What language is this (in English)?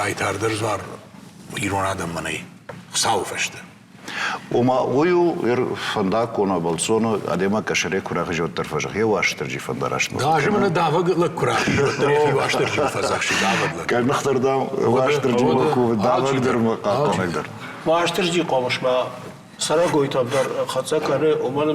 Ossetic